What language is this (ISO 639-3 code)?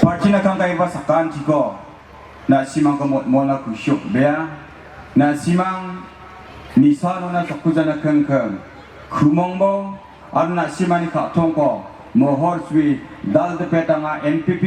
grt